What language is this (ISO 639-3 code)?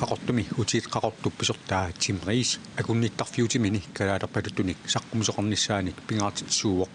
kal